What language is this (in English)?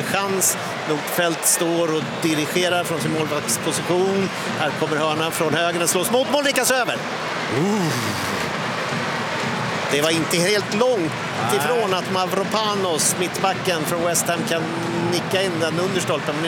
Swedish